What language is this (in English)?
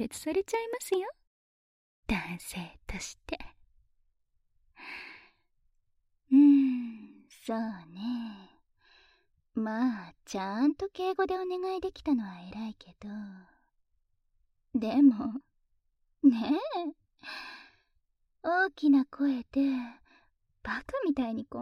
Japanese